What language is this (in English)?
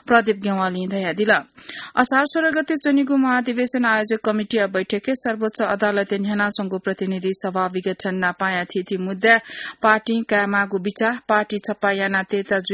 Newari